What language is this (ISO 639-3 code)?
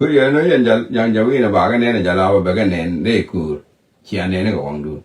nus